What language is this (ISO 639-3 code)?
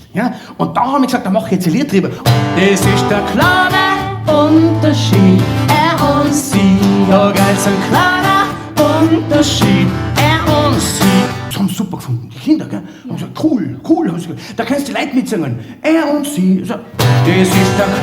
bar